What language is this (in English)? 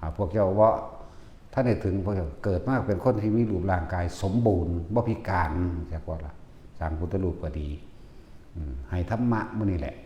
Northeastern Thai